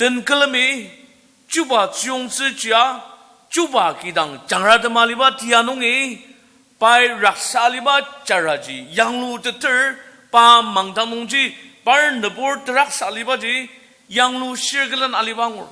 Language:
Ao Naga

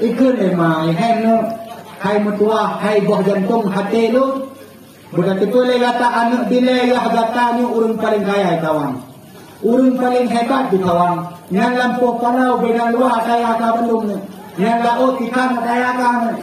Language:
Achinese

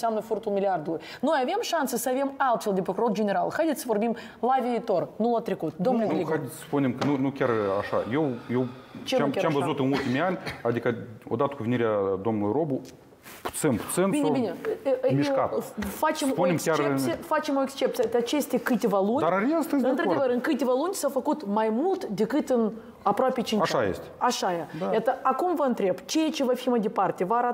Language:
Romanian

